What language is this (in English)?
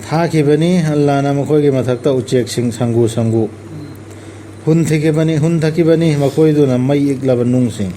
Manipuri